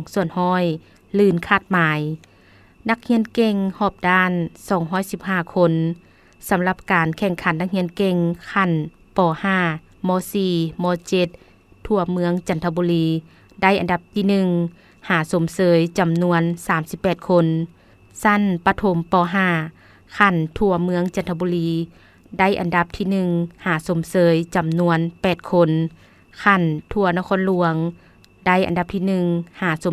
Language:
Lao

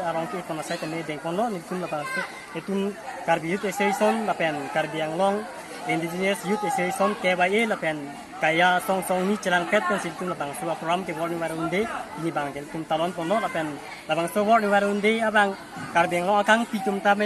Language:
Karbi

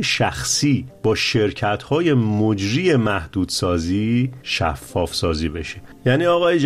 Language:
Persian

